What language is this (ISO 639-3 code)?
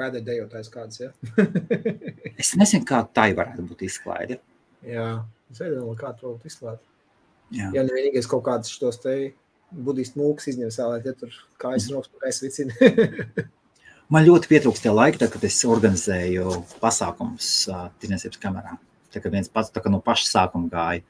lav